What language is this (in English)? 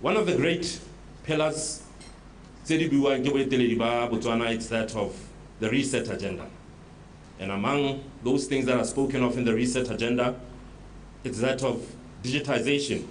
Tswana